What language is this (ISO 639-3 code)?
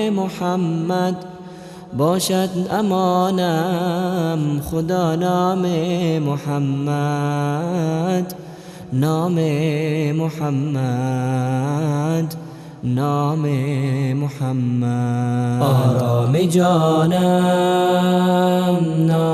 fas